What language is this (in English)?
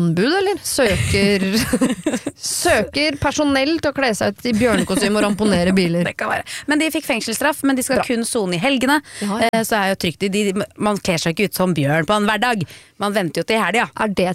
Norwegian